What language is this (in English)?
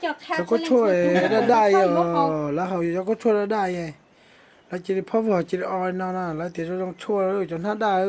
Hmong